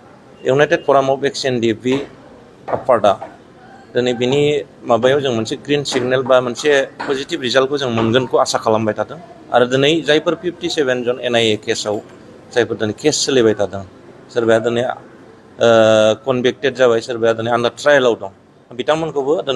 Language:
Bodo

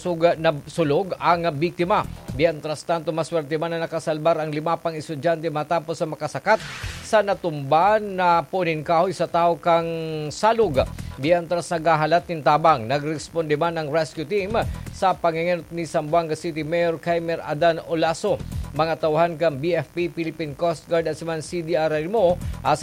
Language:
Bikol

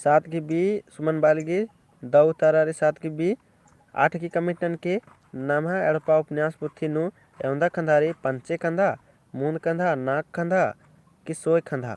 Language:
Kurukh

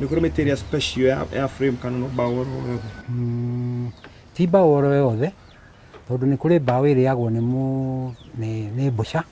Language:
Kikuyu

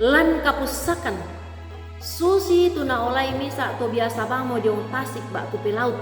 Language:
Toraja-Sa'dan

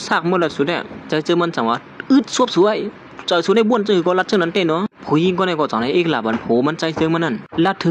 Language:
Shan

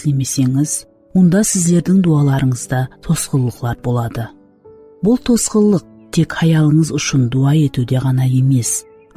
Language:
Kara-Kalpak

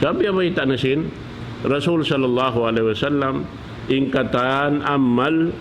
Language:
Tausug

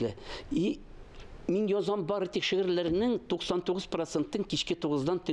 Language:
Tatar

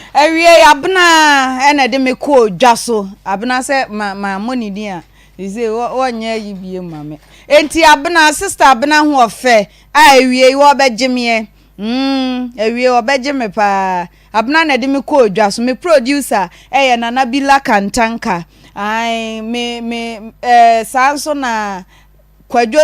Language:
Akan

